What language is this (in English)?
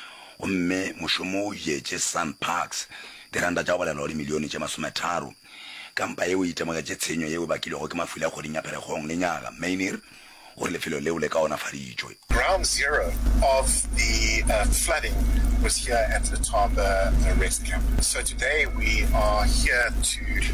Northern Sotho